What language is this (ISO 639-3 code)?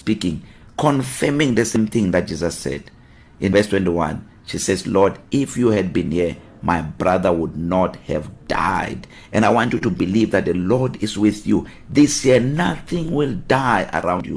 eng